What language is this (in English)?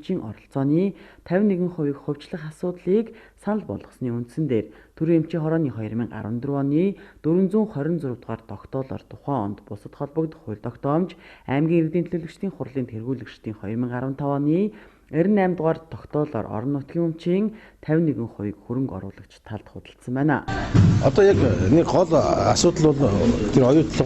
Mongolian